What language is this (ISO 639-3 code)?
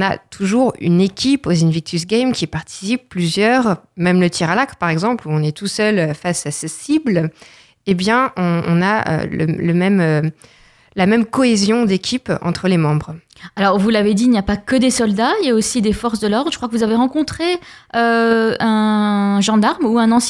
fra